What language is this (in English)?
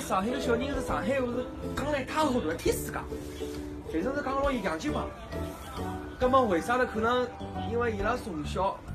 Wu Chinese